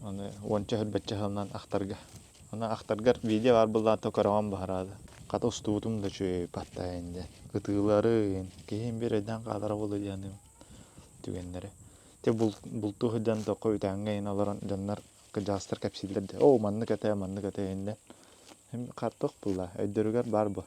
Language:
Yakut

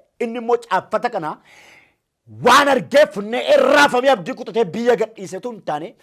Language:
Oromo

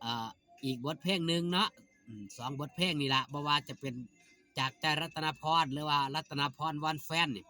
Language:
Northeastern Thai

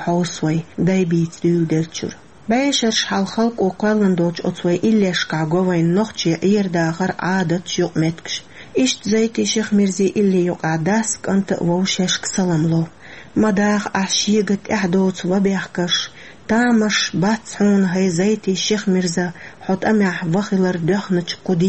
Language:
Chechen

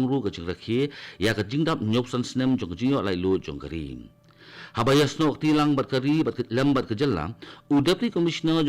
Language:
Khasi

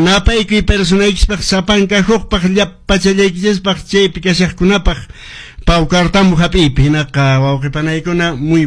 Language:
Quechua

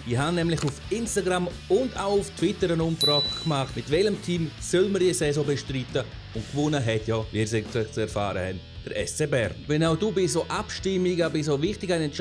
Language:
Swiss German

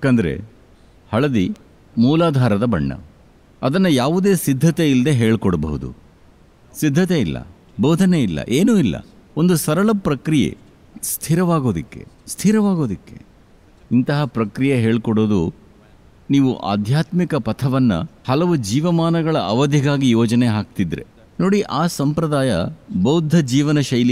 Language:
Kannada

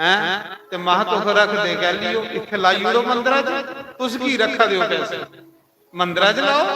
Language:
Dogri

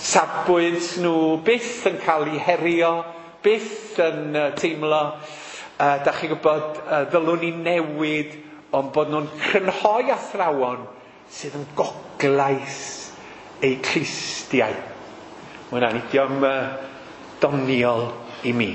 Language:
Welsh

